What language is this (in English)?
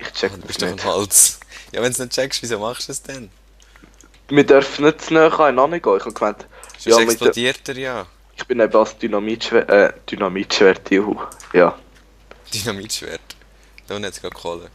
Swiss German